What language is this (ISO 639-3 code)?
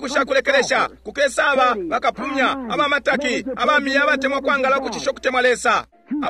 bem